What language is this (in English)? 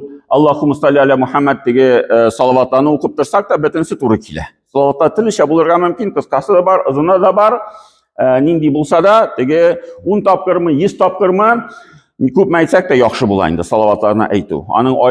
Tatar